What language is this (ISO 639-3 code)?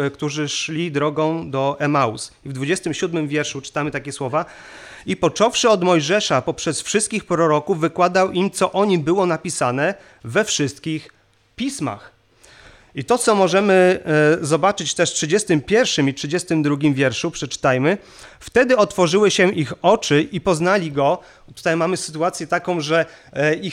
pol